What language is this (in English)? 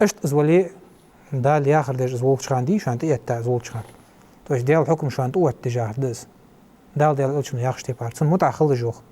Ingush